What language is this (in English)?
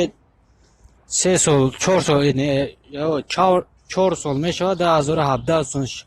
Tajik